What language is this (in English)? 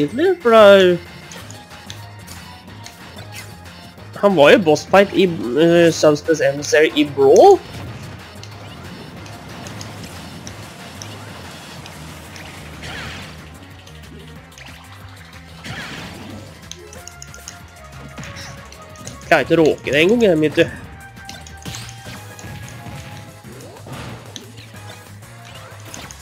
Norwegian